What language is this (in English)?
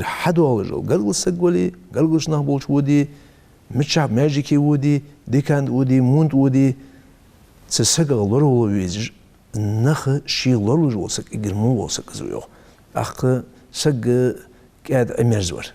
Ingush